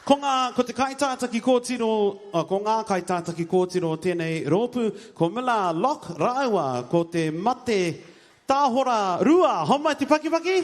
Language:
Māori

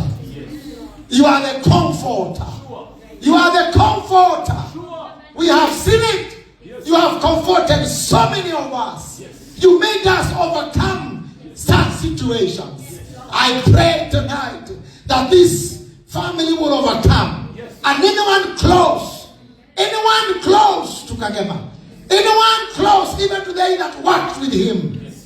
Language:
Kikuyu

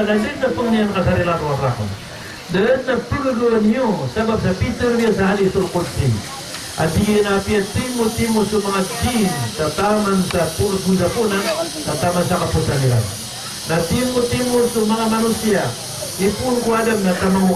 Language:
Maranao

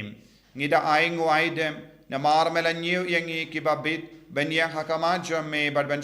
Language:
Khasi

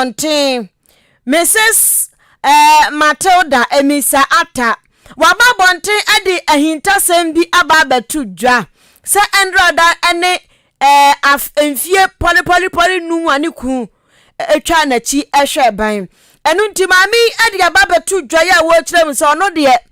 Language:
Akan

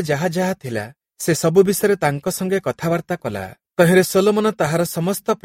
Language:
Odia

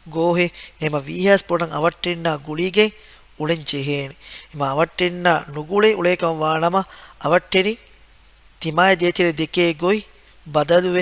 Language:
Divehi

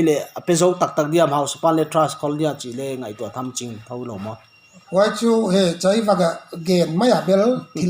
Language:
Paite Chin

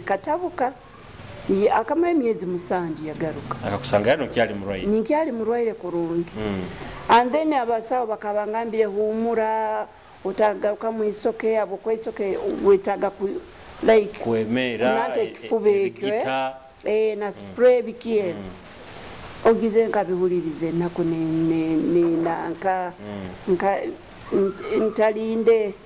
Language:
Nyoro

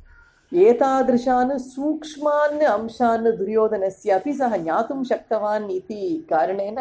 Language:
Sanskrit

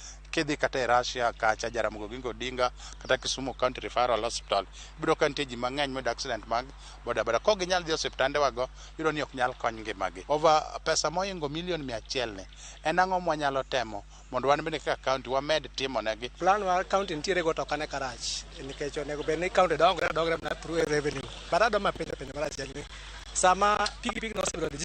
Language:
Luo (Kenya and Tanzania)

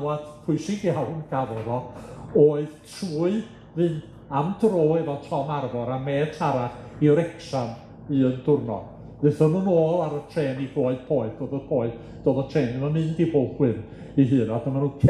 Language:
Welsh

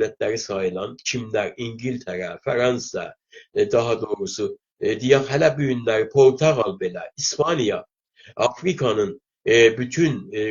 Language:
South Azerbaijani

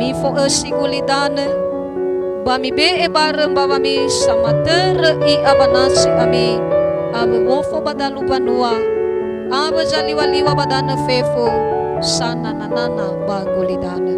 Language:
Nias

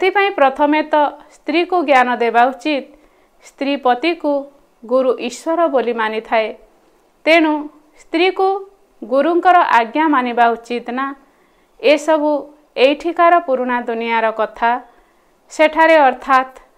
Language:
Odia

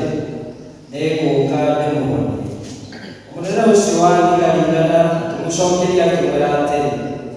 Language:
Kikuyu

